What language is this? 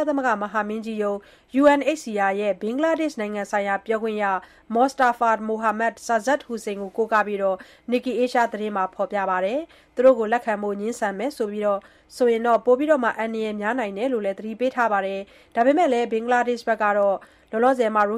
Burmese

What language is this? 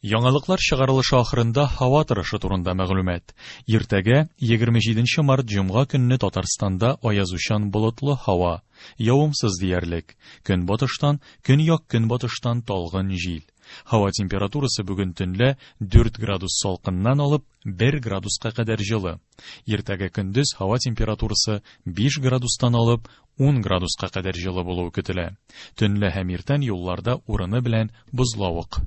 Tatar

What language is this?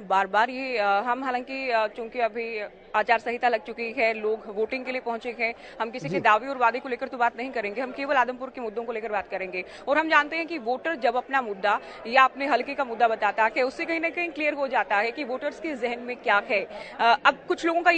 Hindi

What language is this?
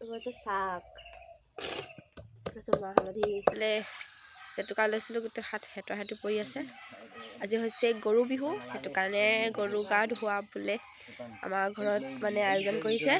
Assamese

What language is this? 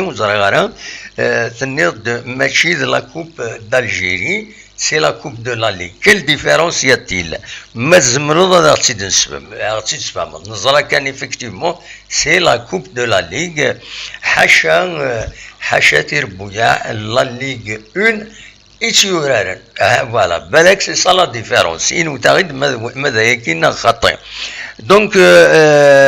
Kabyle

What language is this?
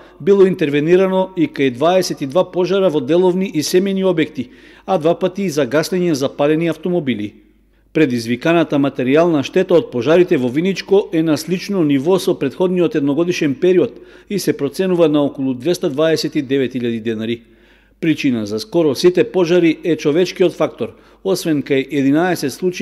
Macedonian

